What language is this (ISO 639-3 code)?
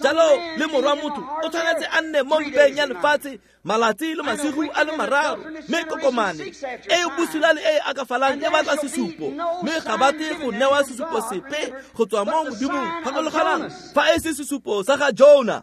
tsn